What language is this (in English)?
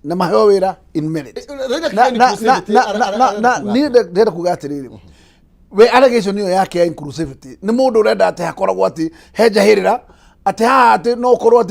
Kikuyu